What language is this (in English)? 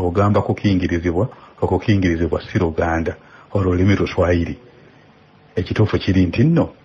Ganda